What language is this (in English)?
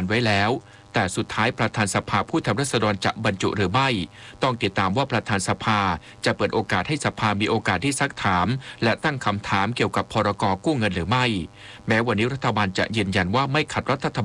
Thai